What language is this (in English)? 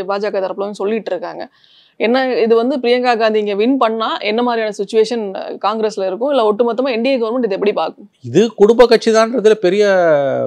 Tamil